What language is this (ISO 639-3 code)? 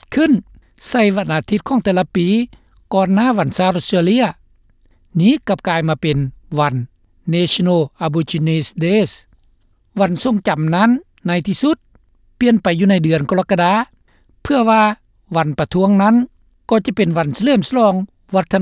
lao